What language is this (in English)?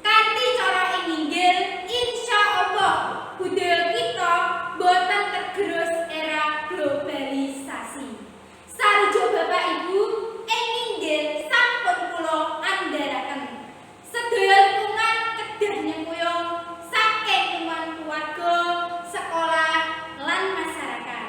Javanese